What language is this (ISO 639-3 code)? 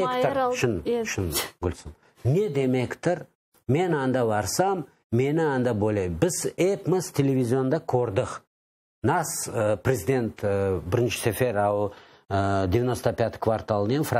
crh